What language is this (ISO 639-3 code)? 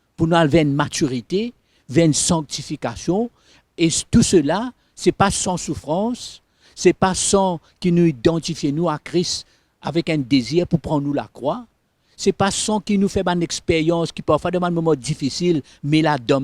mfe